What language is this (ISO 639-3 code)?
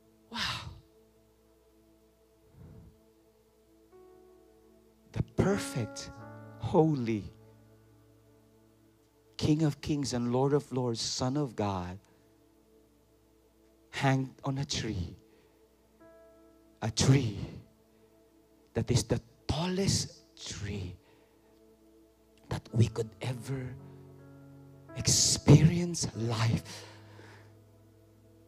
eng